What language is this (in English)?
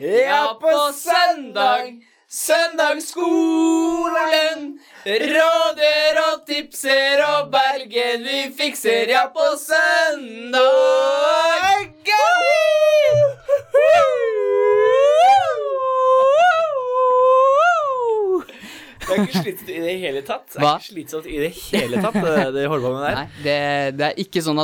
Norwegian